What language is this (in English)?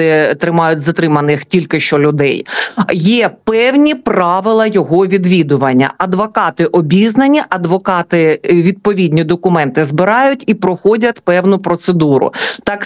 Ukrainian